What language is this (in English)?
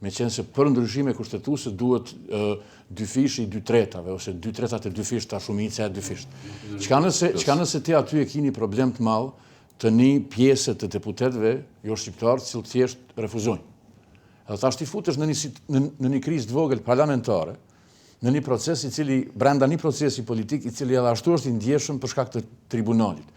Albanian